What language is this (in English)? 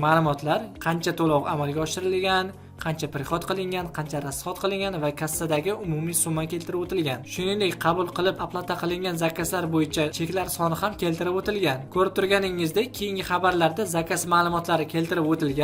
Uzbek